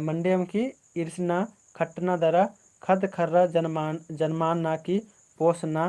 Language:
Kurukh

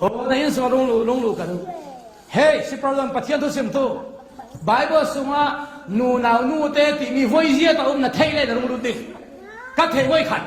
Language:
Falam Chin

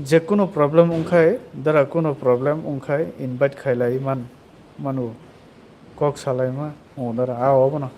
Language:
Kok Borok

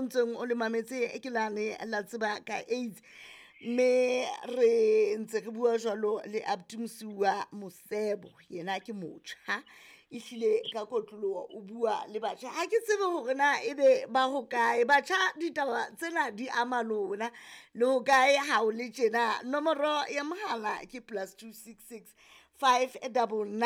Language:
Southern Sotho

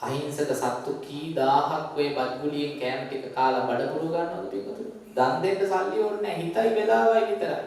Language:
Sinhala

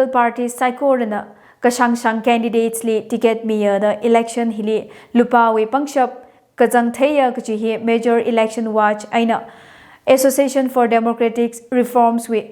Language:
Tangkhul Naga (India)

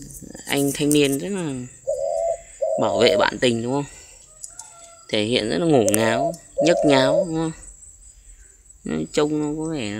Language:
Vietnamese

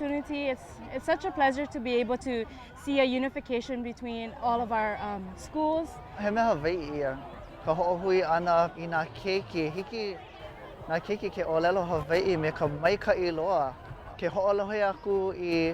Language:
Hawaiian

